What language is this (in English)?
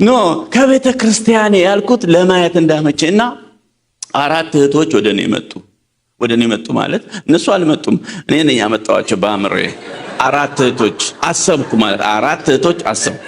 Amharic